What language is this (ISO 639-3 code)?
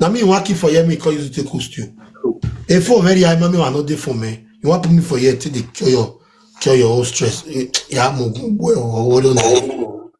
pcm